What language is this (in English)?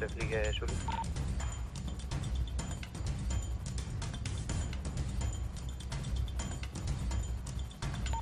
Dutch